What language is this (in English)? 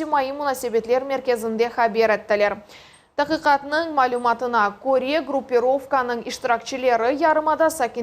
Crimean Tatar